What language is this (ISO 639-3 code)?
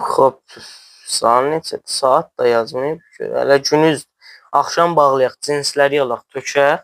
azb